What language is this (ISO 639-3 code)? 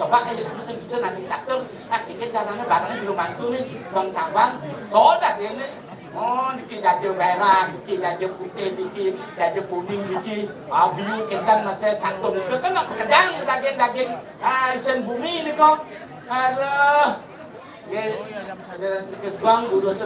ban